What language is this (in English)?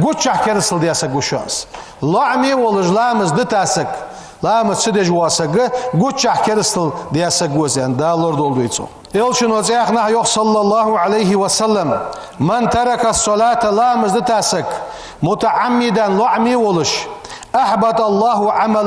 Ingush